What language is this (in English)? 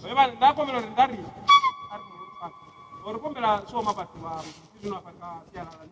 Venda